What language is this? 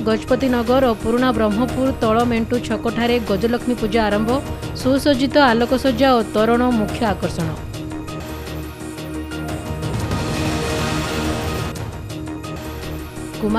Odia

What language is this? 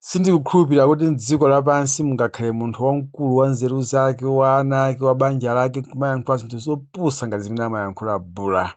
Nyanja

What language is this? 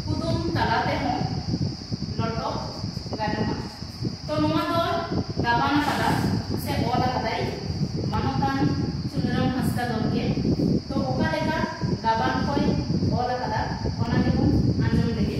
Santali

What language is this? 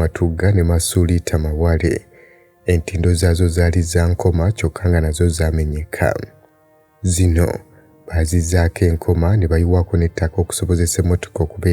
Ganda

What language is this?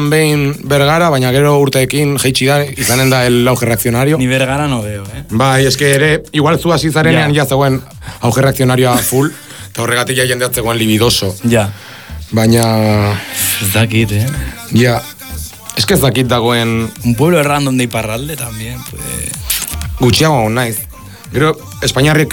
Basque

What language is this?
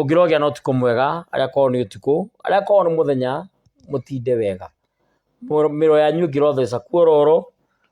Kikuyu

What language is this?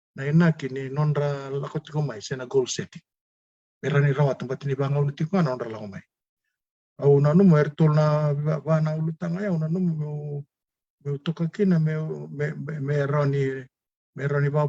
Fijian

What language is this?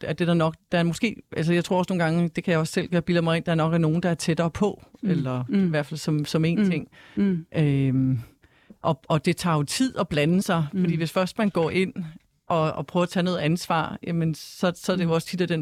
Danish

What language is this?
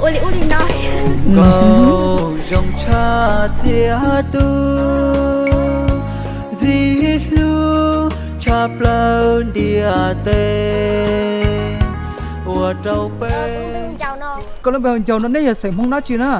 Hmong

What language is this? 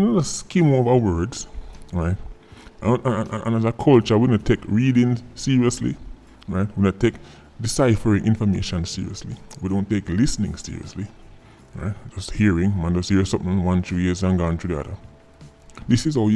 Jamaican Creole English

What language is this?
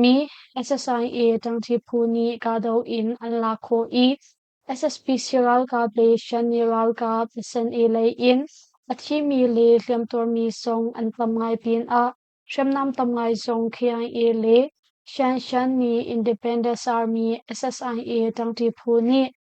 Hakha Chin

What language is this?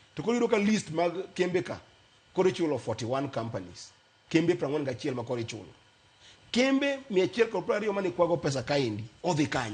Luo (Kenya and Tanzania)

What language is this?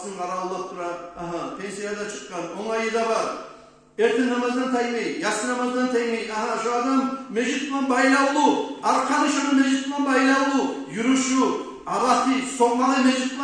Kumyk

